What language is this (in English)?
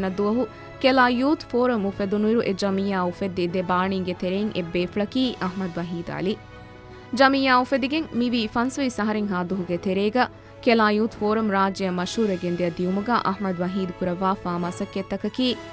Divehi